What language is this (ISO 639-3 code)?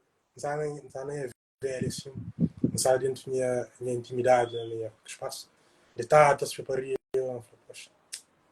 kea